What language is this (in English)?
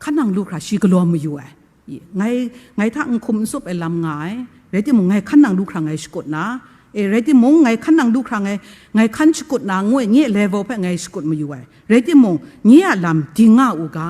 Kachin